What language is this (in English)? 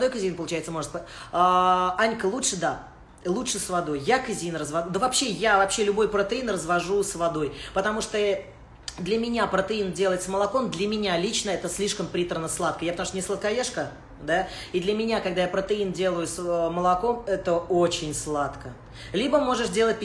Russian